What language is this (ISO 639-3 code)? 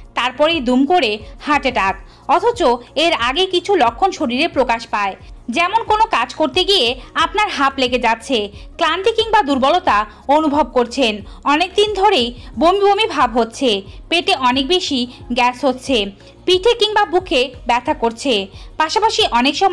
ben